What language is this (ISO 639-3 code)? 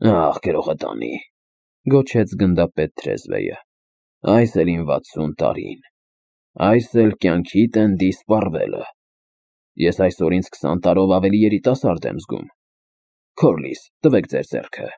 hye